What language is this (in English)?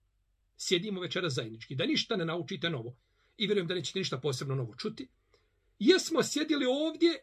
Bosnian